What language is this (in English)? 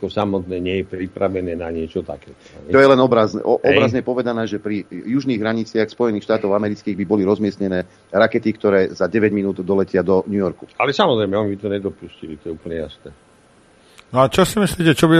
Slovak